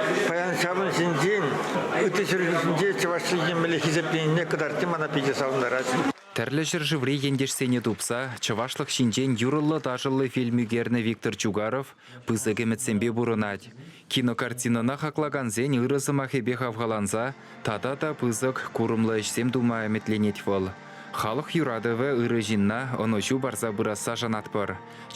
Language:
Chuvash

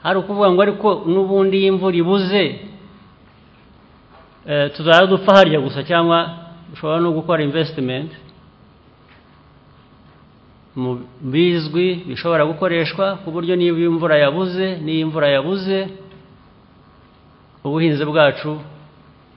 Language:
Kinyarwanda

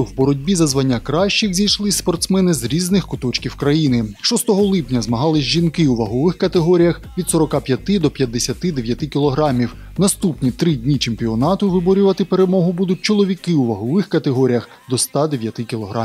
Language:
Ukrainian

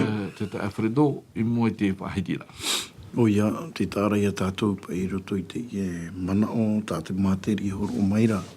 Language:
Tahitian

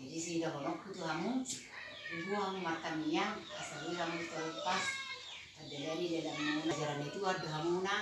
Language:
Batak Toba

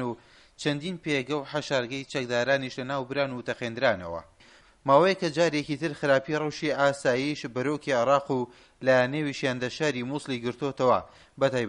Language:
Central Kurdish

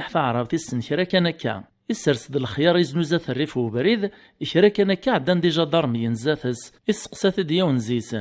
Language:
Kabyle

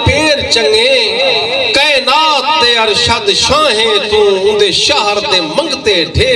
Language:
Saraiki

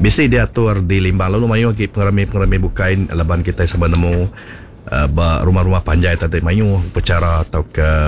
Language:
Iban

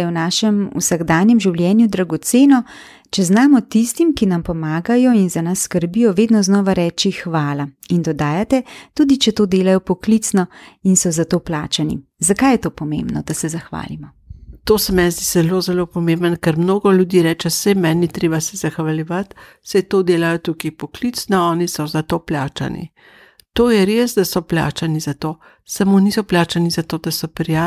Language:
Slovenian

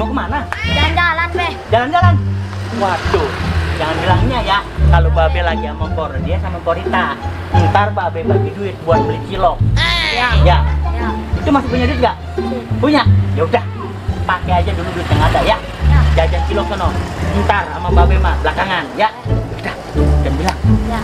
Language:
Betawi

